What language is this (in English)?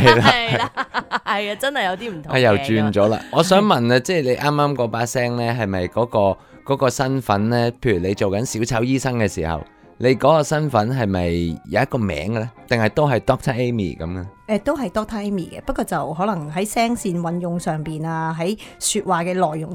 Cantonese